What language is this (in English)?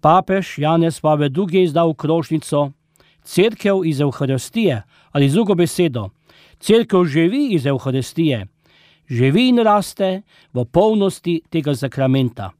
Slovenian